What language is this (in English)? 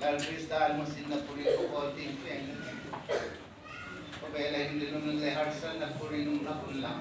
Hmar